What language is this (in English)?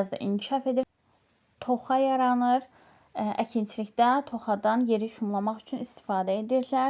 Azerbaijani